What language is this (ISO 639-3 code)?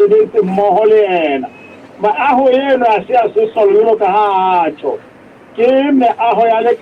sot